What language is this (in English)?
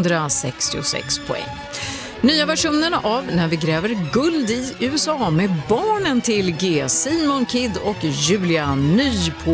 Swedish